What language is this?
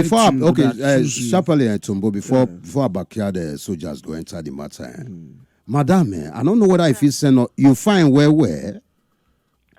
Nigerian Pidgin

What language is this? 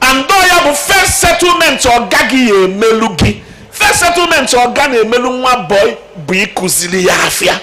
Igbo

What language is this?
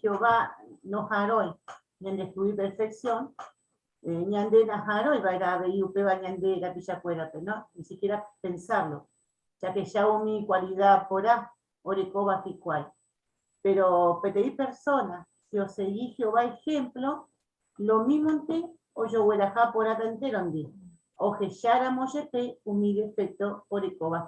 Guarani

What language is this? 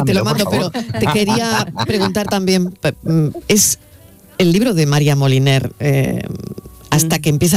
Spanish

